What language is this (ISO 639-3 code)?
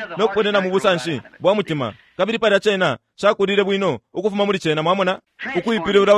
bem